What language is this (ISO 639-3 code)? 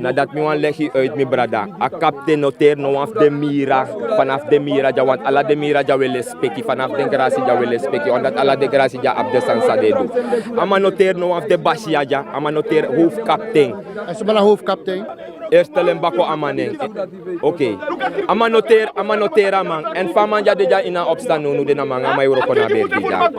srn